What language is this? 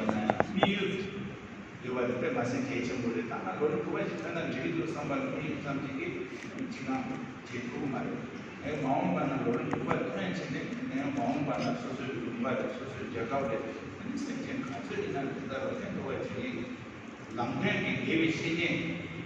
Tibetan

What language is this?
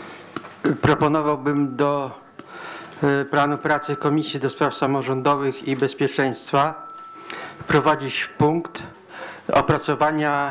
Polish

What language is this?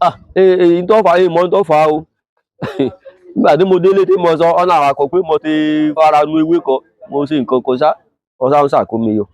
Yoruba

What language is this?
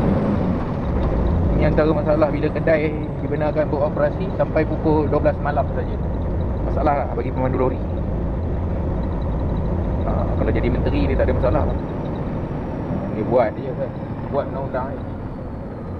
Malay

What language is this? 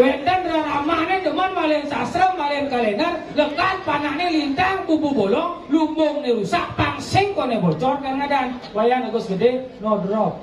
Balinese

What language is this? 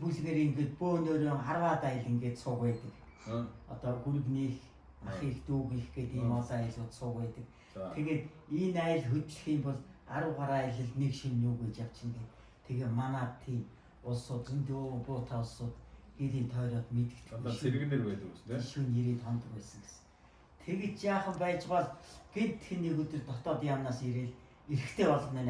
Mongolian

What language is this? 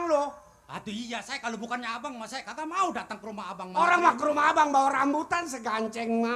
Betawi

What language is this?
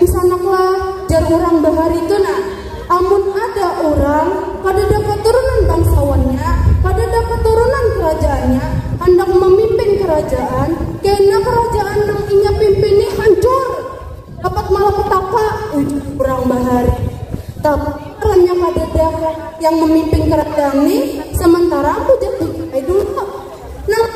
Banjar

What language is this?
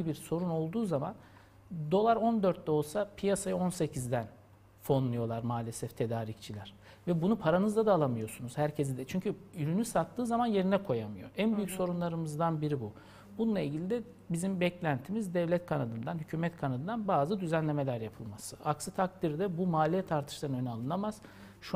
Turkish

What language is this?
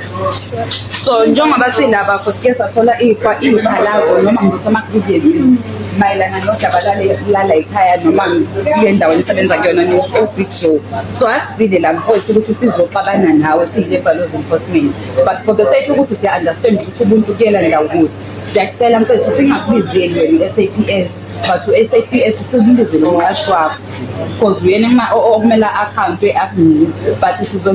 Zulu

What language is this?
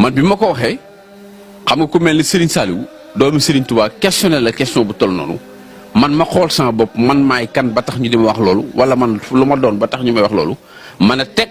Wolof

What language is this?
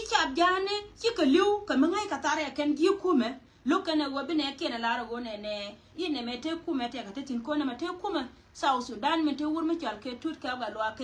Nuer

